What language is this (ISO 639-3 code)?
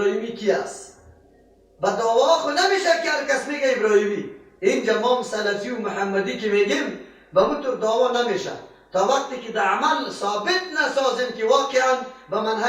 fas